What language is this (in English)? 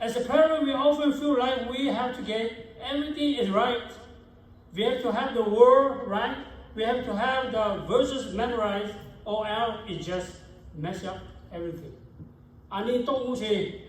Lahu